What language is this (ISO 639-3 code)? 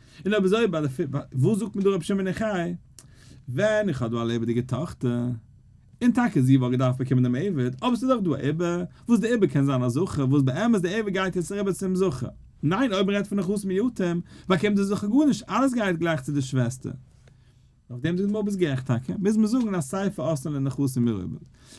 yid